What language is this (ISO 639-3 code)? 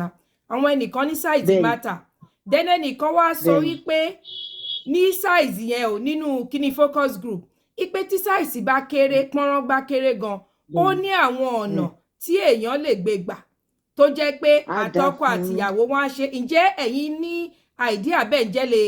yor